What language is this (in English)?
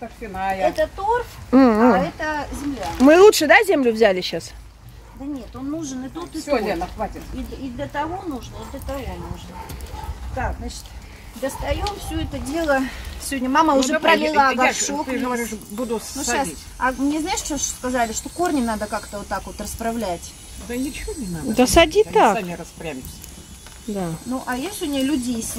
Russian